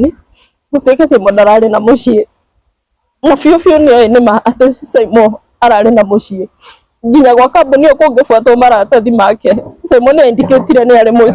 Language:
Kikuyu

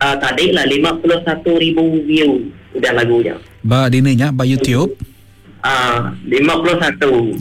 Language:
Iban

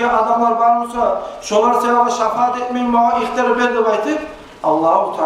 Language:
Kumyk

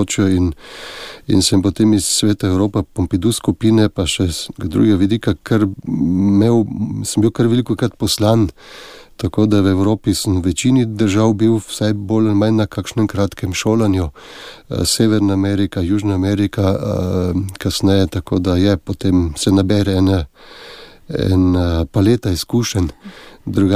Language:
Slovenian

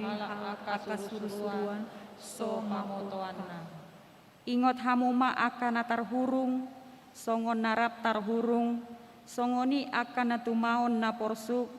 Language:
Batak Toba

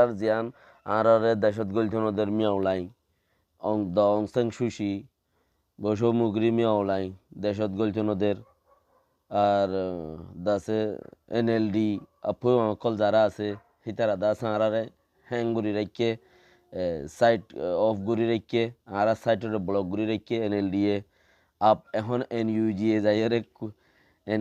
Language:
Rohingya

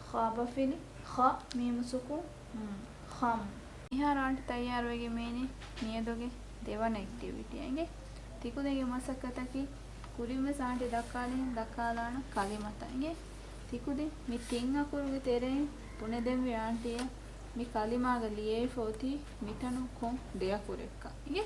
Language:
Divehi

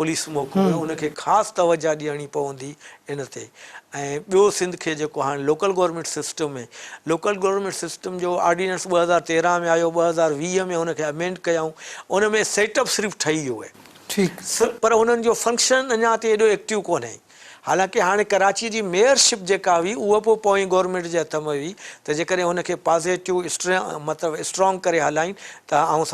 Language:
Sindhi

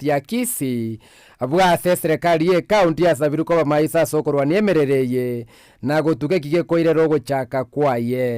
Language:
Gusii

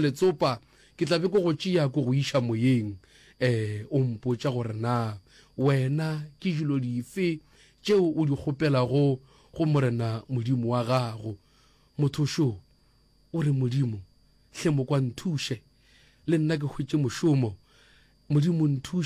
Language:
Northern Sotho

